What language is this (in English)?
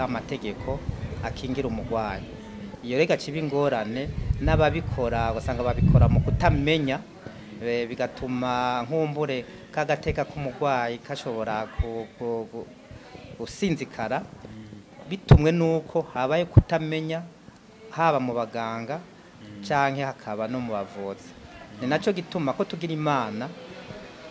Rundi